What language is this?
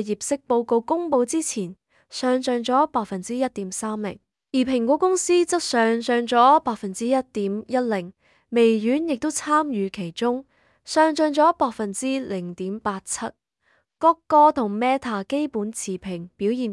Cantonese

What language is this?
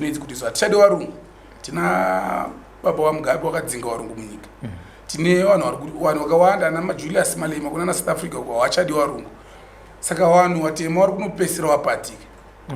Shona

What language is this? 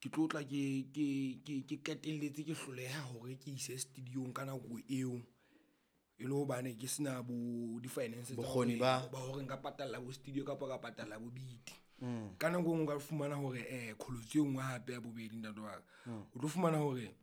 Southern Sotho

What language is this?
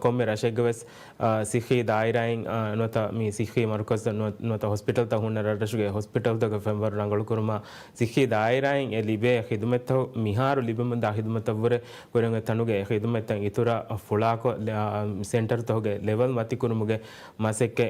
Divehi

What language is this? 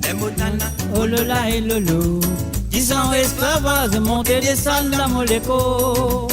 Morisyen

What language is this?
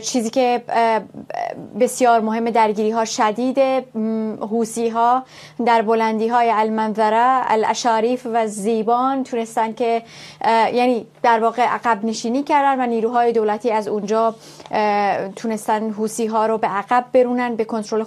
Persian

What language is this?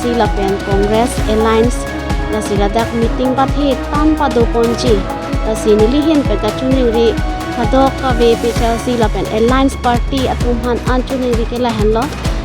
Karbi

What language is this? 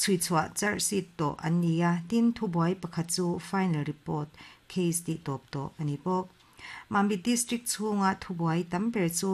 Mizo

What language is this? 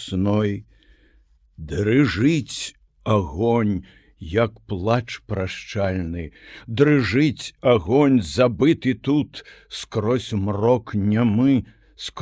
Belarusian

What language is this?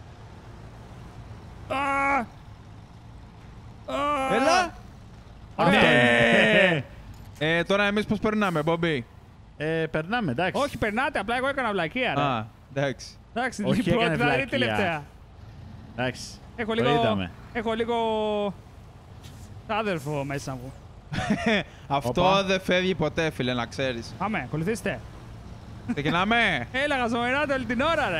Greek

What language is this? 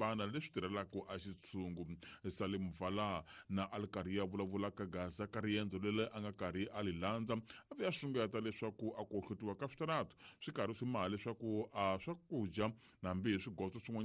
Tsonga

